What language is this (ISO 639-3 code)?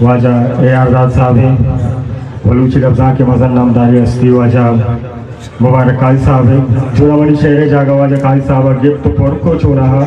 bgp